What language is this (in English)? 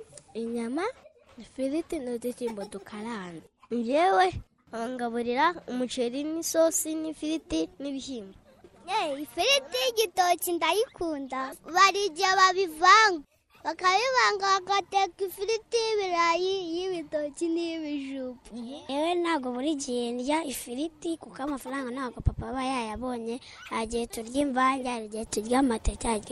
Kinyarwanda